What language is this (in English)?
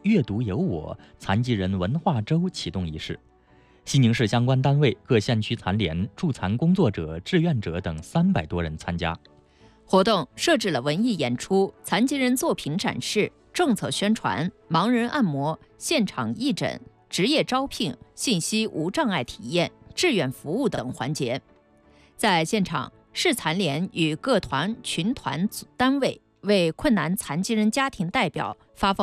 Chinese